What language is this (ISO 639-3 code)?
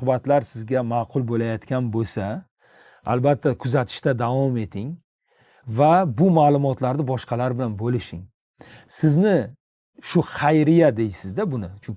uzb